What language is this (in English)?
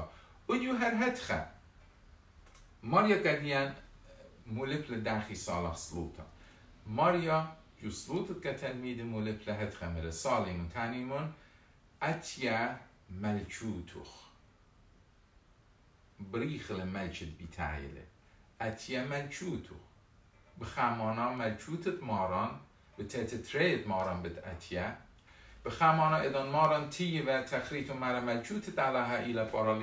Assyrian Neo-Aramaic